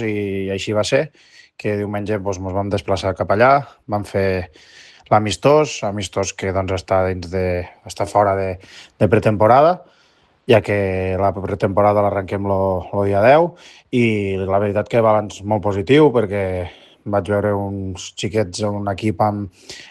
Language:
Catalan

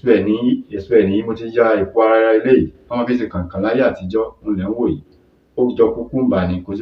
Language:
Yoruba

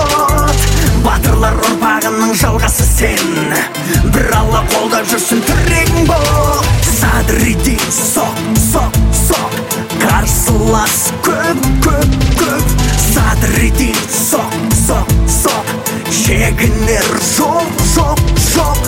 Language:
Kazakh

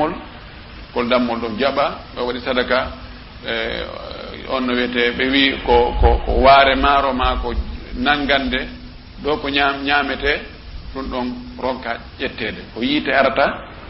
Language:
Fula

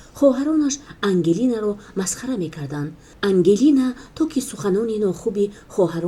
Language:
Tajik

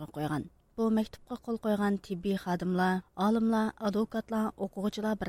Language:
Uyghur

